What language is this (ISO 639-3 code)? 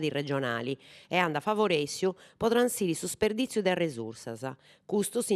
srd